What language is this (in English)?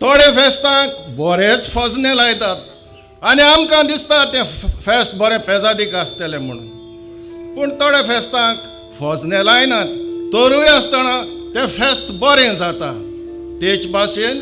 Konkani